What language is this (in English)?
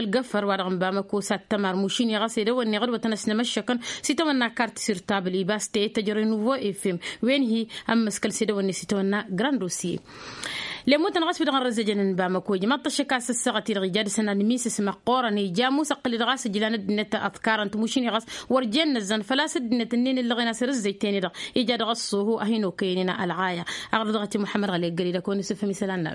Tamasheq